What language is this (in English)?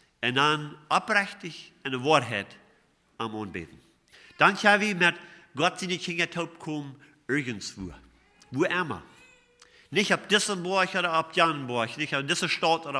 Plautdietsch